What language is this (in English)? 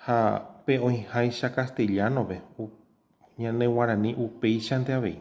Guarani